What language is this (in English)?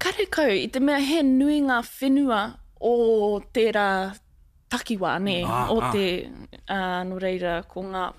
Māori